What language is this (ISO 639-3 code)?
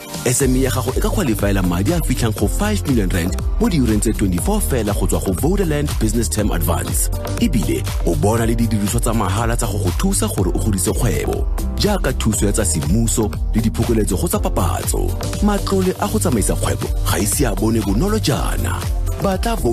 tsn